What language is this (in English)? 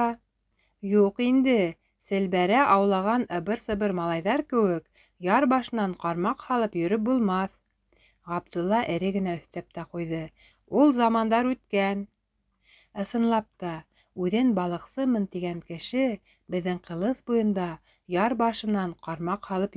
Bashkir